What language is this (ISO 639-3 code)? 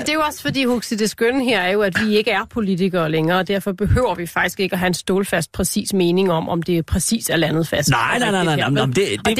dan